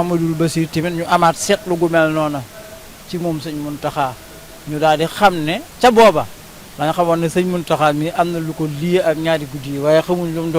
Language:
Wolof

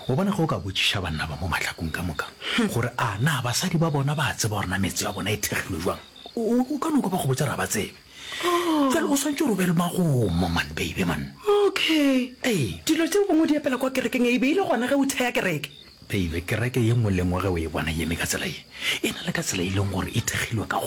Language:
Northern Sotho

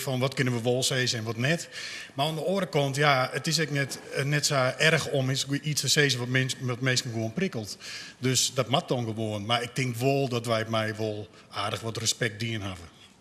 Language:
Western Frisian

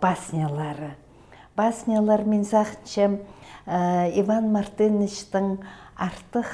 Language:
Khakas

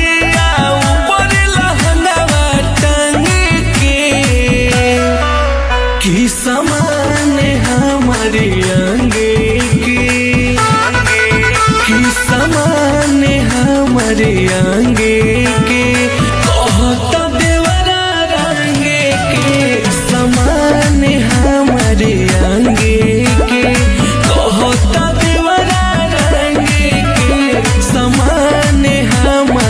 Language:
Bhojpuri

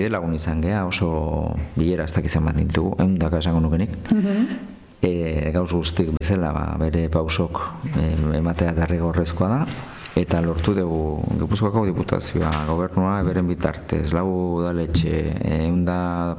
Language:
Basque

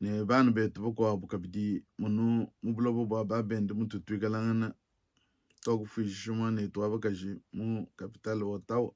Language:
Luba-Lulua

